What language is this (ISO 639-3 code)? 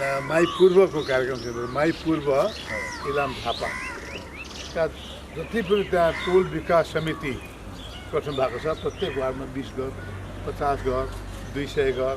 nep